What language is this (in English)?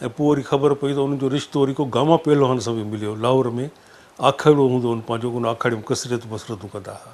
Sindhi